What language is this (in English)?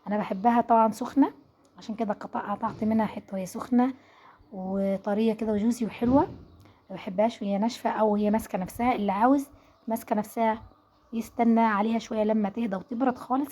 Egyptian Arabic